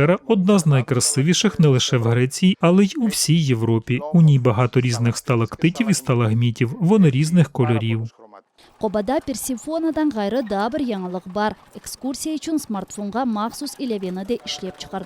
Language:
Crimean Tatar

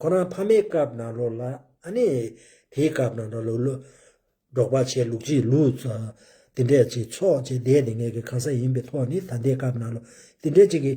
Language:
Tibetan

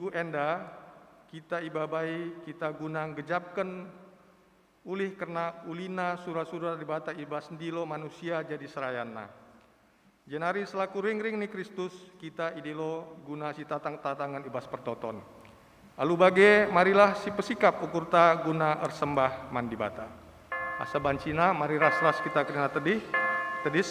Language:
Batak Karo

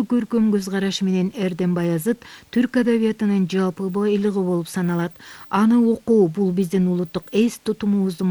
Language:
Kyrgyz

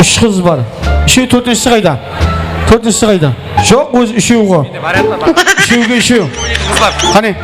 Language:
Kara-Kalpak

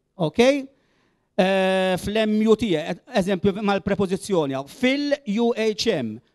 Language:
Maltese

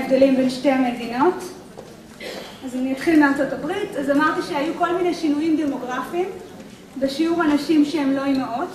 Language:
Hebrew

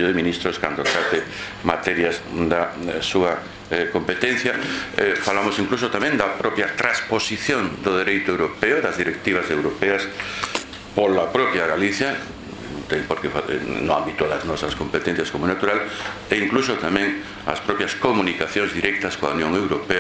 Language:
Galician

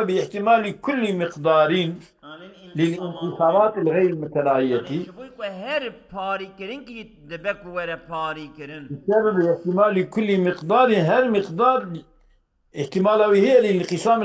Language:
Kurdish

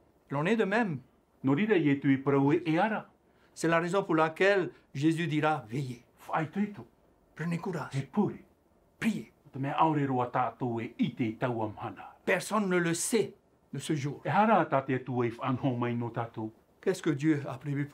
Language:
Tahitian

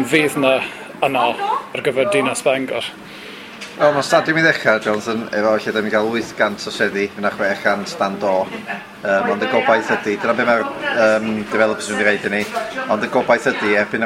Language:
Welsh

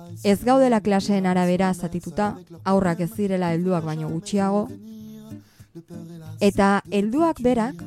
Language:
Basque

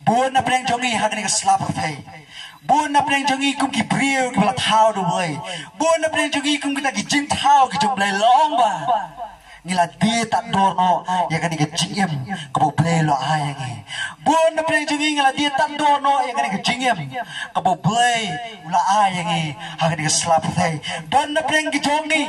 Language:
Khasi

